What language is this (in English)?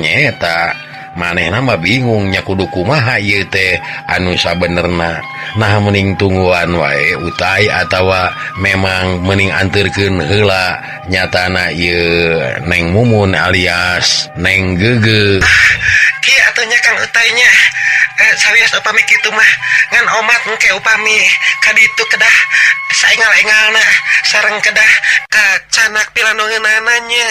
Sundanese